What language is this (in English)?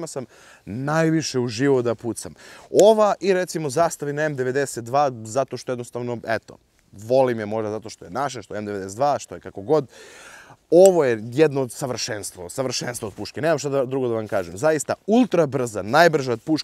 Serbian